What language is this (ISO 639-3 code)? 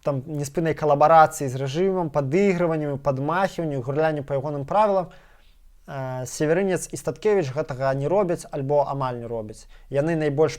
bel